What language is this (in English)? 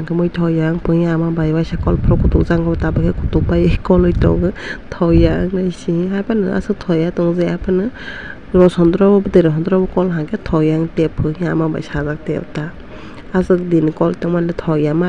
Kok Borok